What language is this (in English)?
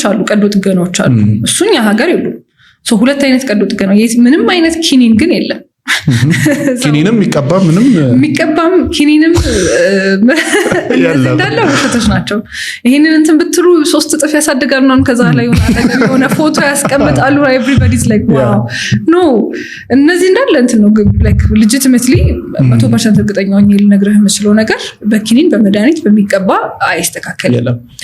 Amharic